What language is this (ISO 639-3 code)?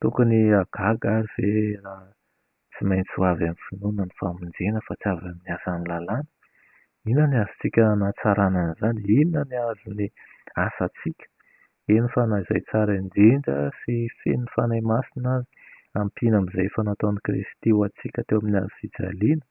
mlg